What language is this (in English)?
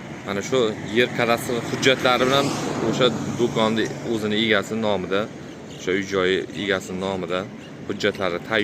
Uzbek